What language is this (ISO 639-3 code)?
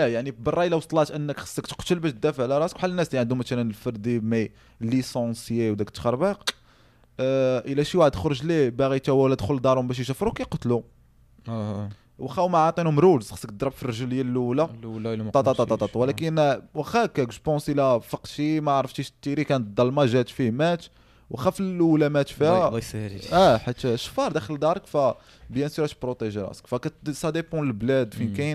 ary